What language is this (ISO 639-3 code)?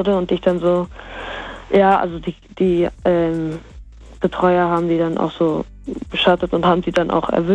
deu